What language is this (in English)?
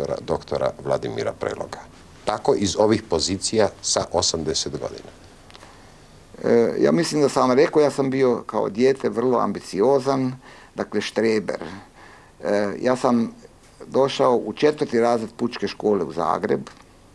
Croatian